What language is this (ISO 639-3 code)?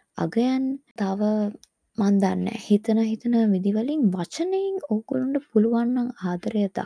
sin